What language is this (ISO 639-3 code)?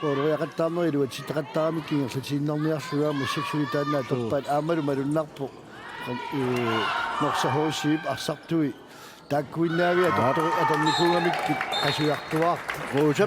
kal